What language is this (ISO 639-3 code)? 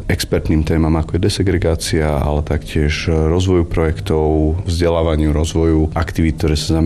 slk